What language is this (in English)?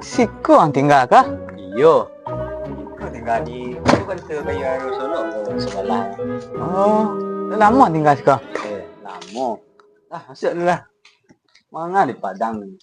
Minangkabau